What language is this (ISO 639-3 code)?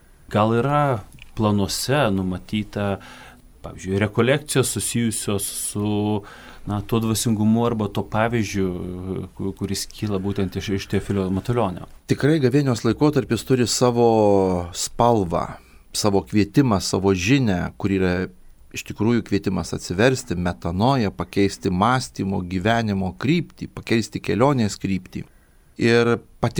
lit